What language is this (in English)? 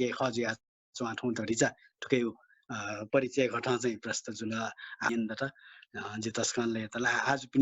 Newari